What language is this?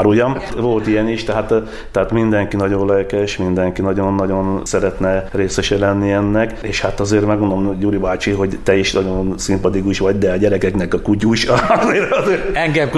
Hungarian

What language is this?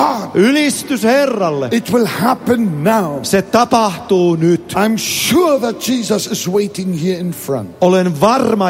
Finnish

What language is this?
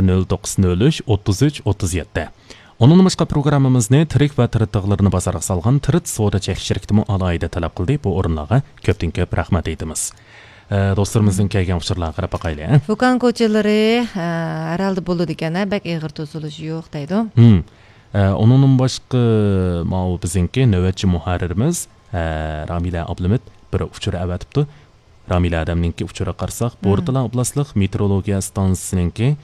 Uyghur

